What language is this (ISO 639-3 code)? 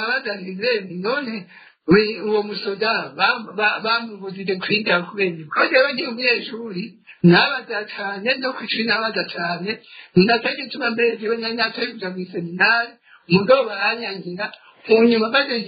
run